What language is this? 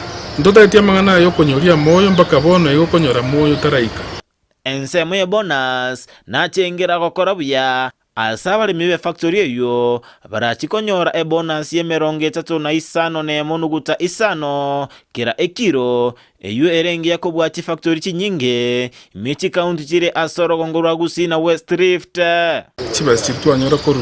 Gusii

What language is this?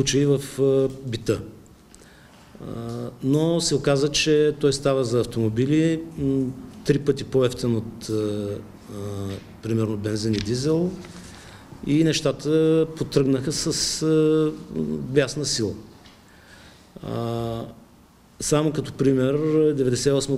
Bulgarian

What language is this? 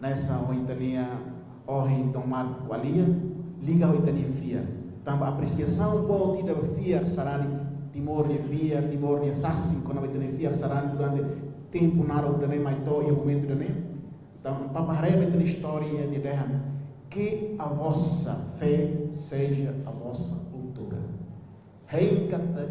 Tetum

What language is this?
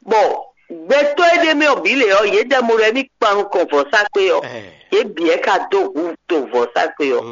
Fon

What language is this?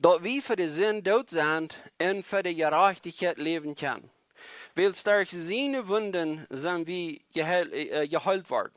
Plautdietsch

